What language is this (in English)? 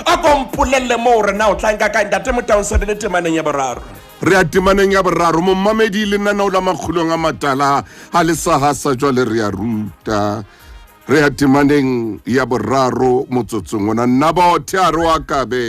Southern Sotho